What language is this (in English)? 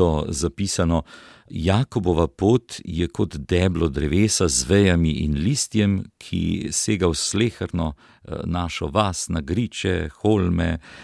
Slovenian